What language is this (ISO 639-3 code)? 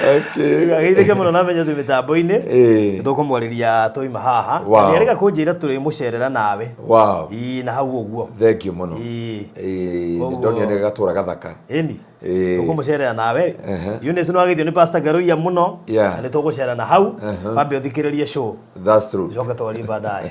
kik